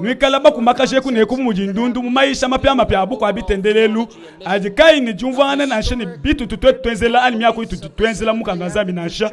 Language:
Luba-Lulua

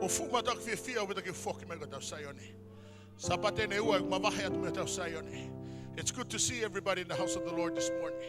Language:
Tongan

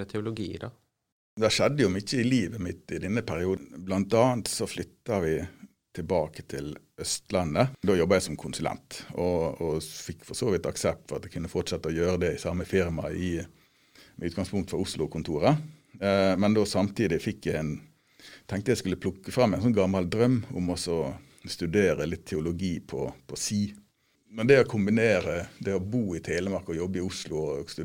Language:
Norwegian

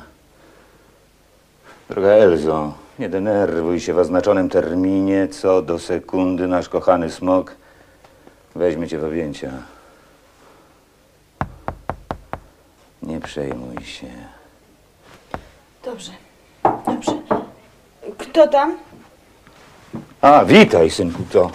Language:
Polish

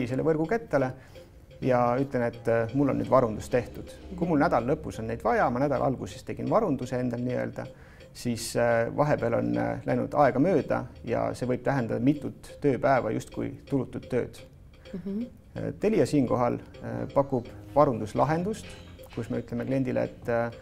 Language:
Estonian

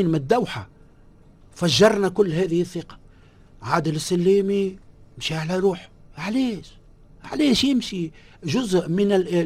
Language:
Tunisian Arabic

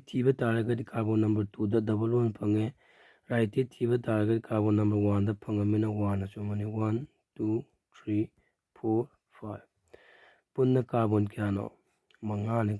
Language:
Manipuri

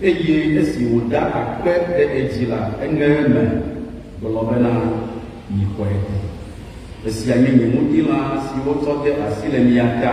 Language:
Ewe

